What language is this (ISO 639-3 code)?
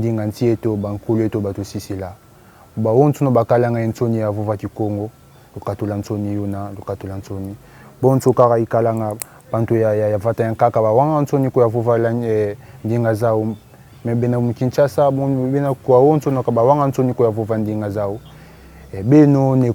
kon